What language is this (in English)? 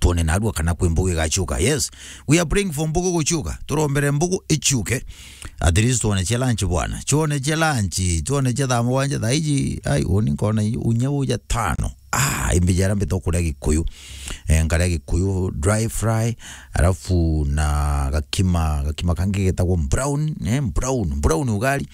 Meru